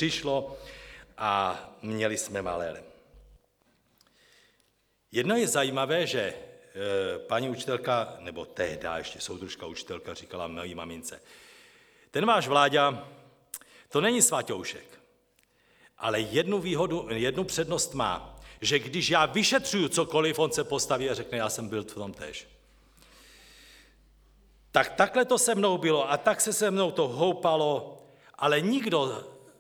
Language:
Czech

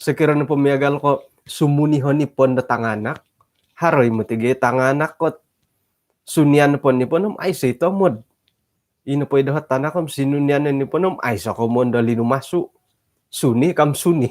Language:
Central Dusun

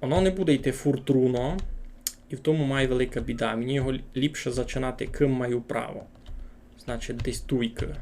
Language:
Rusyn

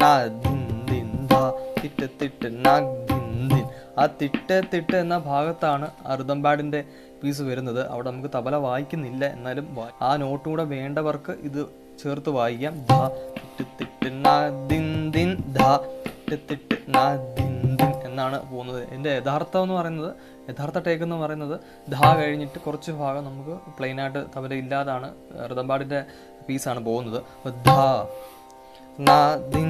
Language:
Malayalam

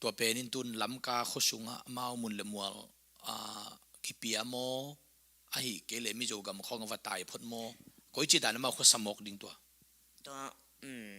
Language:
Tedim Chin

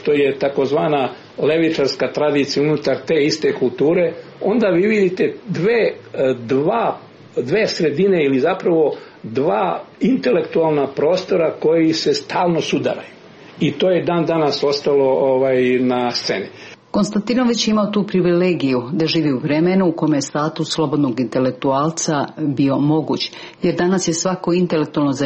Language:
Serbian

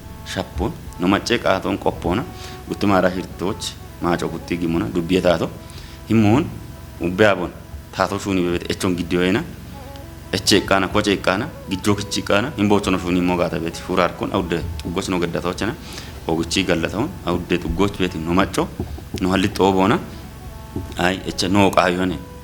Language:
Kafa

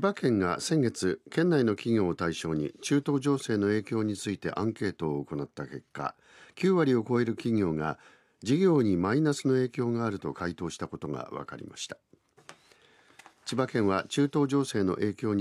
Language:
Japanese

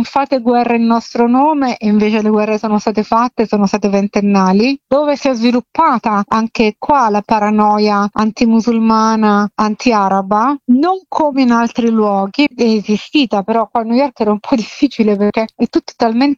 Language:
Italian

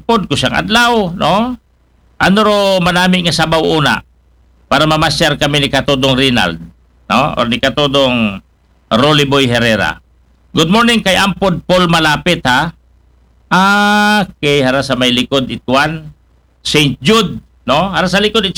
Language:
Aklanon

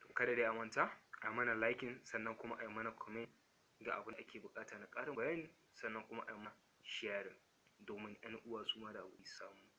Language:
Hausa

